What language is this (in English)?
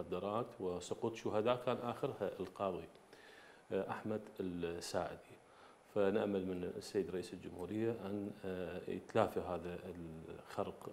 Mesopotamian Arabic